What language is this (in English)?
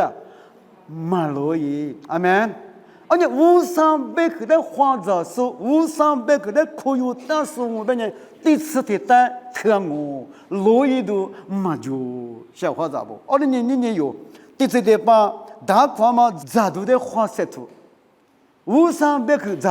Lisu